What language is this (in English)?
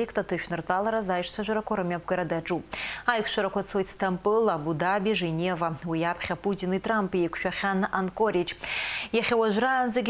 Abkhazian